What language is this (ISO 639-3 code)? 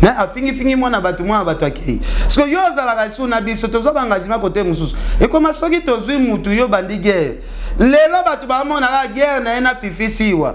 lin